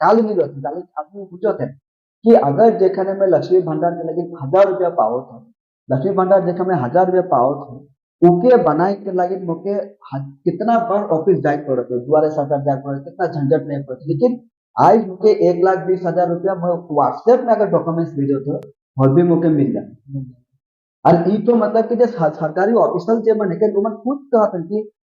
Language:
Sadri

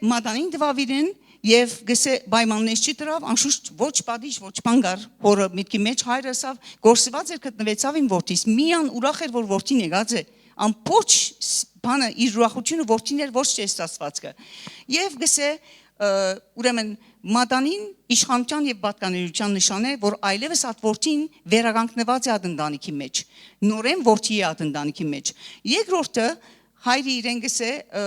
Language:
Western Armenian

